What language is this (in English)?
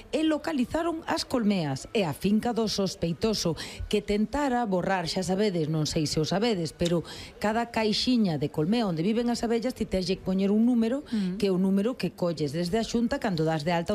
Galician